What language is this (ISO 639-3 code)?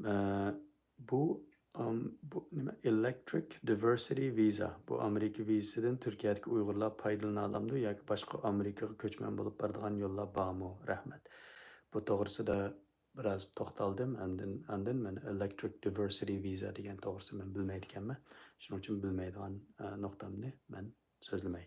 uig